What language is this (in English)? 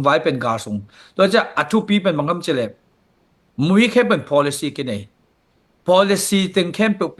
Tedim Chin